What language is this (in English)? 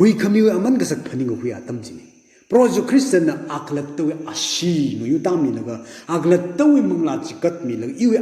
Tangkhul Naga (India)